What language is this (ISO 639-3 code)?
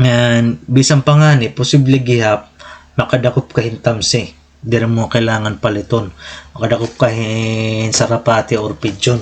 war